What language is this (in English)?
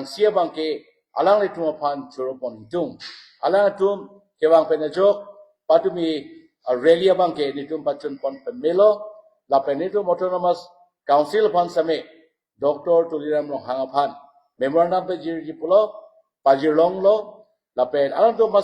Karbi